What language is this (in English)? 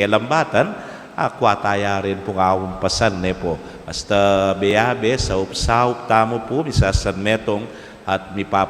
Pampanga